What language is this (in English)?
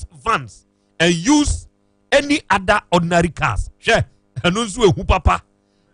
Akan